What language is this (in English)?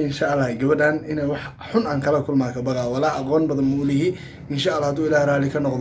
Somali